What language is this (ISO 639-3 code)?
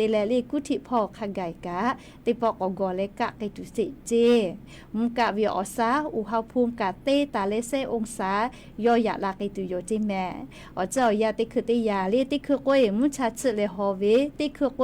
lhu